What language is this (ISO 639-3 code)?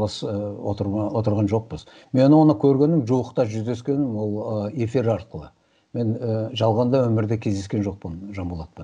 kaz